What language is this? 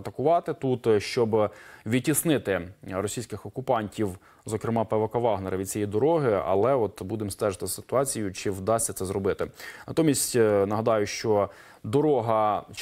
Ukrainian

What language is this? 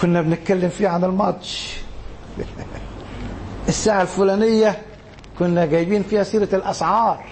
Egyptian Arabic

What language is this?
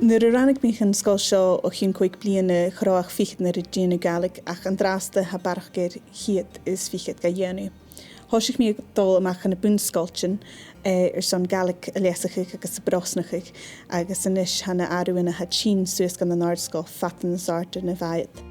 Scottish Gaelic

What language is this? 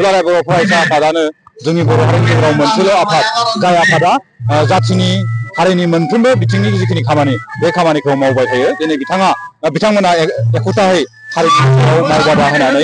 Bodo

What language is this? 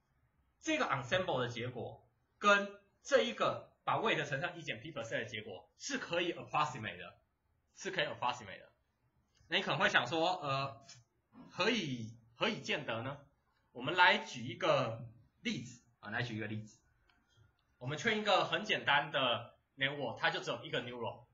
Chinese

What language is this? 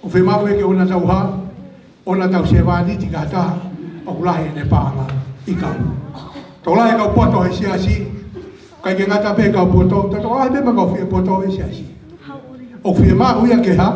Tongan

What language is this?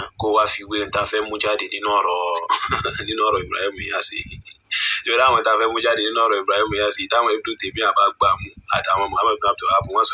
Yoruba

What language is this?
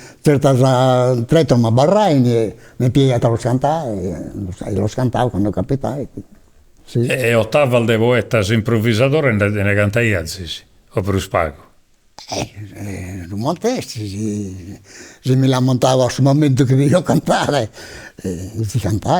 Sardinian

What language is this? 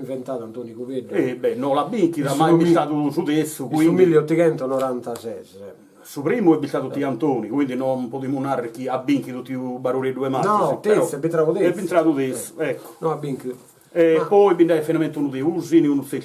Sardinian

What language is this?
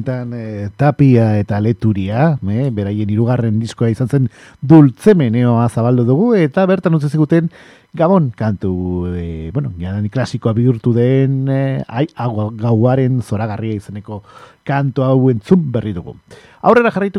Basque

